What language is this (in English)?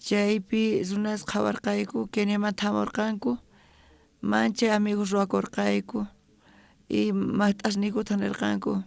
South Bolivian Quechua